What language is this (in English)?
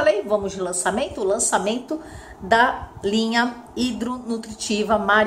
Portuguese